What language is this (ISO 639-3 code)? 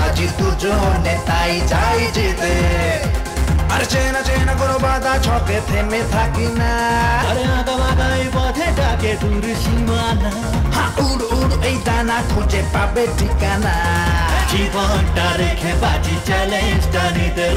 ben